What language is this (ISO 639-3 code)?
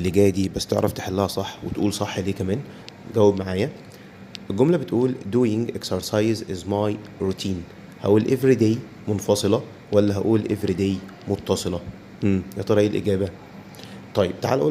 arz